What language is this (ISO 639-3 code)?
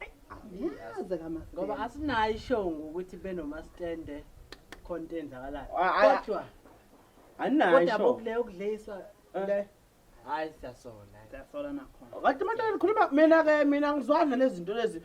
zul